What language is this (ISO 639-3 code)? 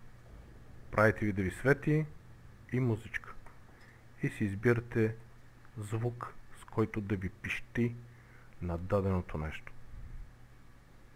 bul